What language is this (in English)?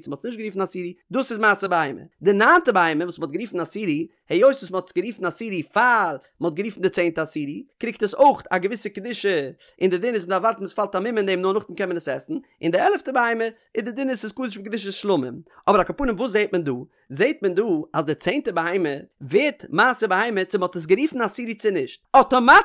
Yiddish